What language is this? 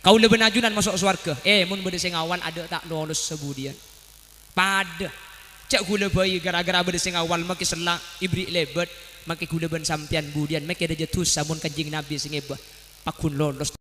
Madurese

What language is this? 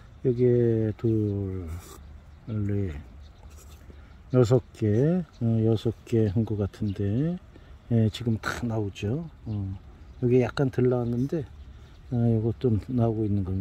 Korean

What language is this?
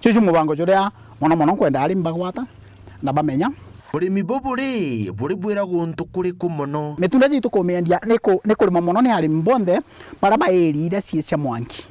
Meru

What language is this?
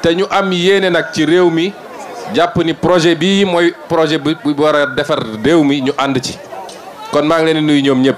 Wolof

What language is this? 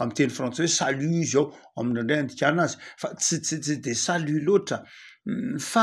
Malagasy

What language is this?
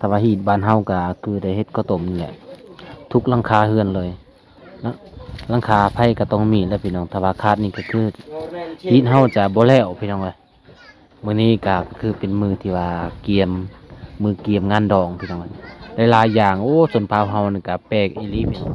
Lao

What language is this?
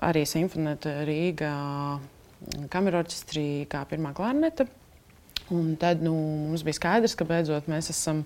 Latvian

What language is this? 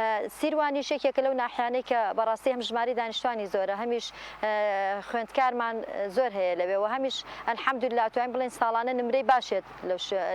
Central Kurdish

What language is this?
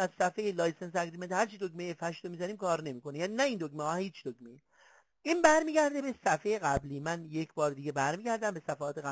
Persian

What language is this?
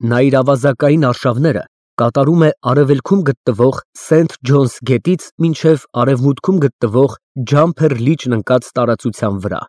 Armenian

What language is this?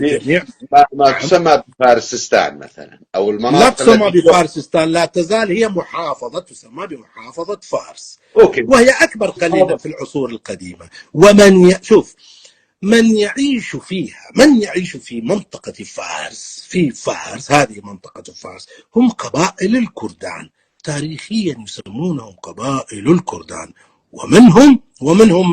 North Levantine Arabic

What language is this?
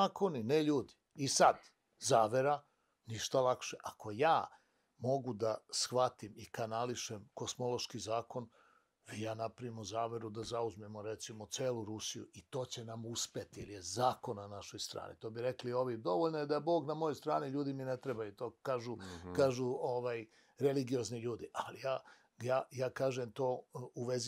Serbian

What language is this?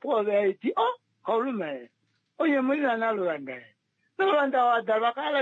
Kuanyama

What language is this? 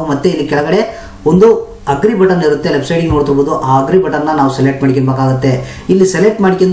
Kannada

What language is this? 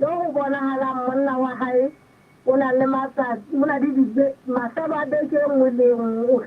Southern Sotho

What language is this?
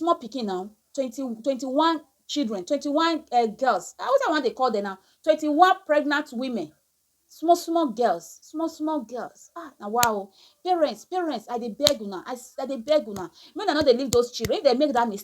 Nigerian Pidgin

